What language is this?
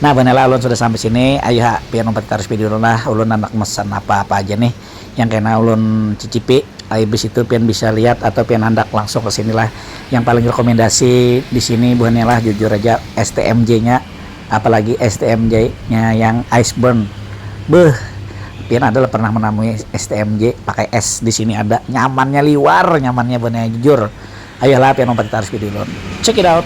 Banjar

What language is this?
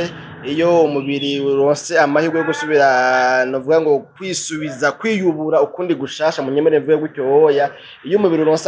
Rundi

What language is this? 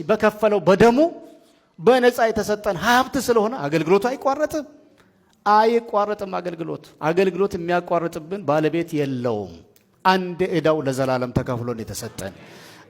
Amharic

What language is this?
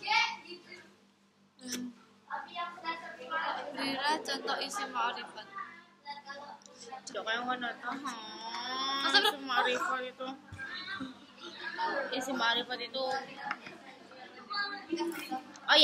Indonesian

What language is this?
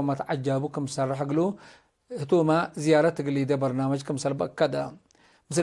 Tigre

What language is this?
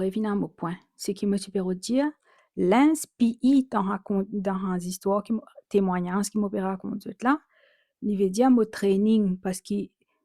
Morisyen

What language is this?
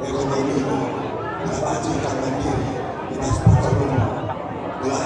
Batak Karo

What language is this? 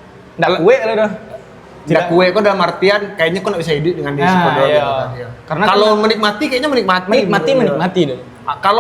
Minangkabau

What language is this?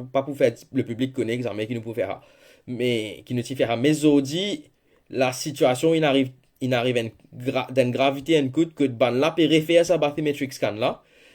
Morisyen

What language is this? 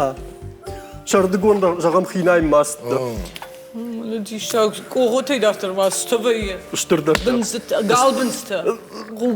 Ossetic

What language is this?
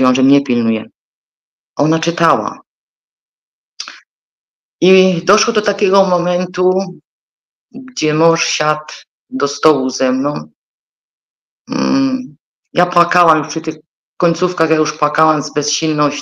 Polish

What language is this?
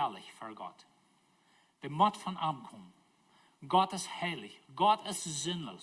Plautdietsch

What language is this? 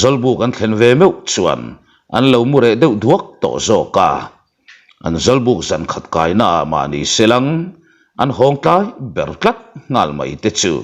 Mizo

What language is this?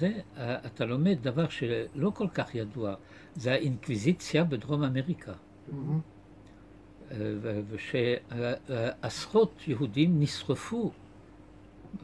Hebrew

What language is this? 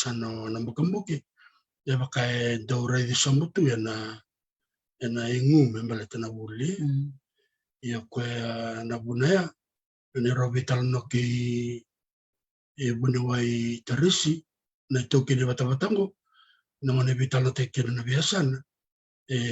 Fijian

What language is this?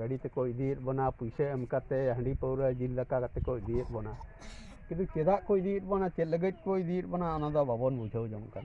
Santali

